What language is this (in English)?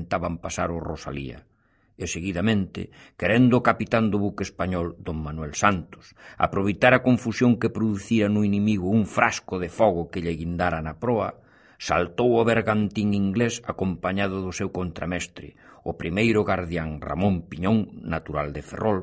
Galician